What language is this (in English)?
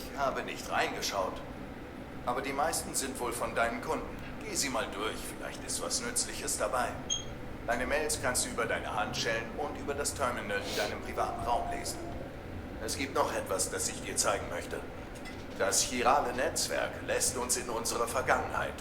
Swiss German